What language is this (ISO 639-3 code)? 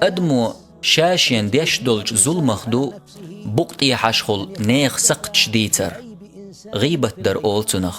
che